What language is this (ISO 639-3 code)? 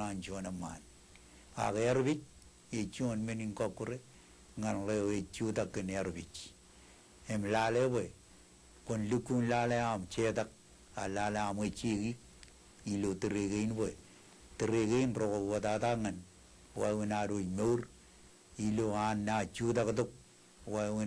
mah